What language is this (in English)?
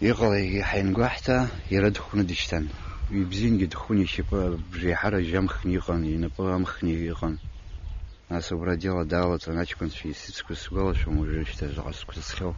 Abkhazian